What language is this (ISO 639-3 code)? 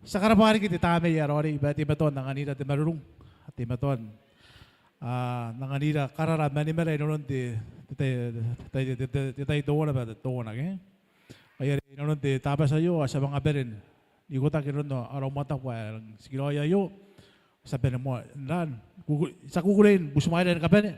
gil